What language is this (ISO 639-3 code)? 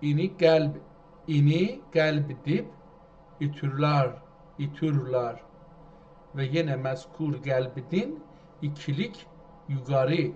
azb